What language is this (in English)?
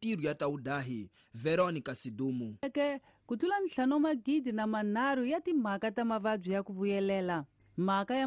Tsonga